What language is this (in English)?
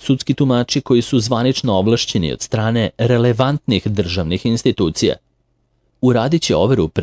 Serbian